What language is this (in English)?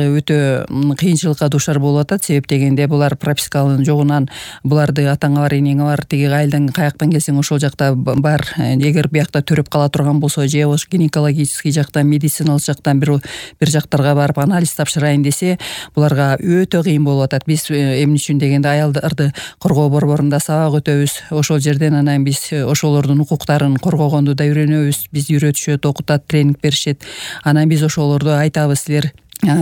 Kyrgyz